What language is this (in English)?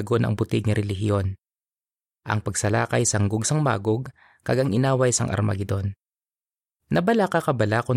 Hiligaynon